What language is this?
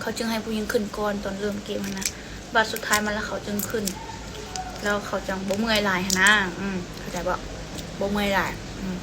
Lao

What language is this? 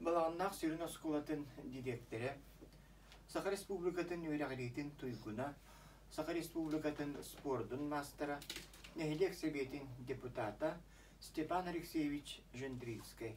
Yakut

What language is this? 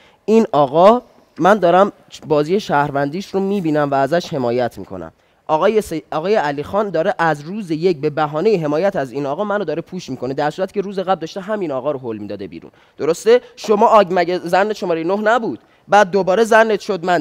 Persian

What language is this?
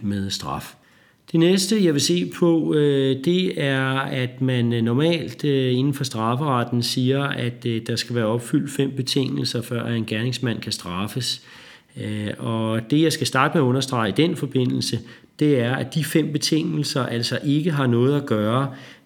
Danish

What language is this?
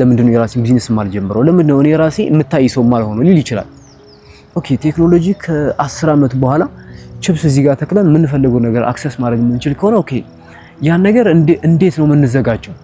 Amharic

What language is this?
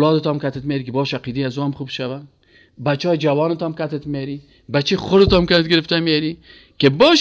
Persian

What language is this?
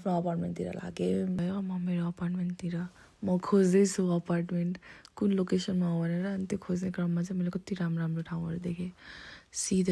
Nepali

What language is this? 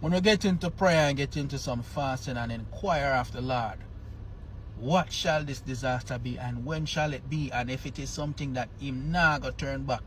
Jamaican Creole English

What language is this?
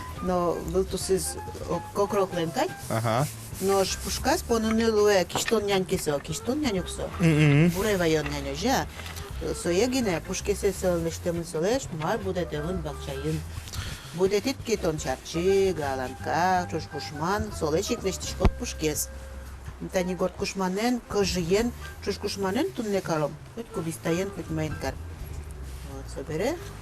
Udmurt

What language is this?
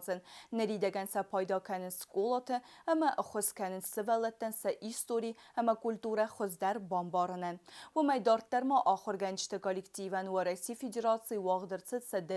Ossetic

